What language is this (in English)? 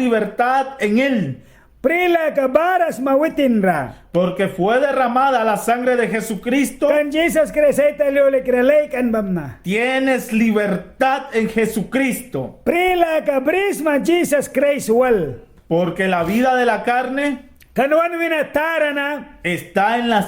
Mískito